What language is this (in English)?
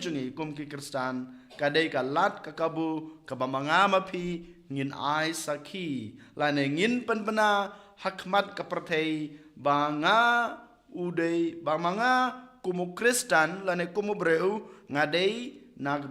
Khasi